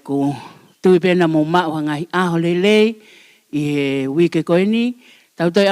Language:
Tongan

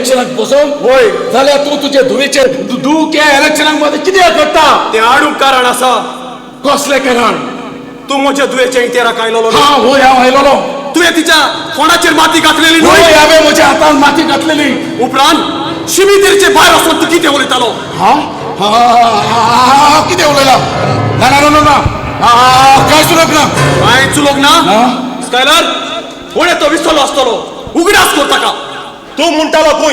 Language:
Konkani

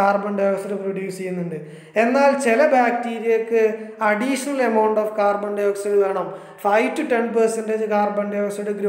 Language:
Malayalam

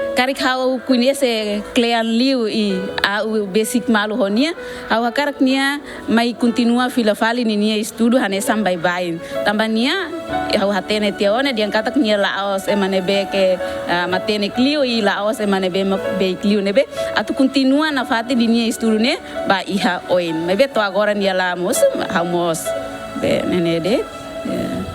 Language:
Tetum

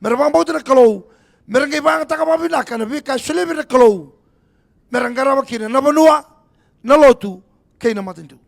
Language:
Fijian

